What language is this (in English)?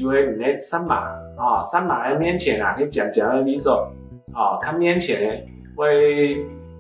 Hakka Chinese